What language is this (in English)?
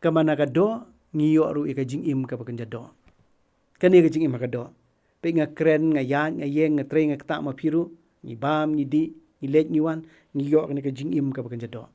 Khasi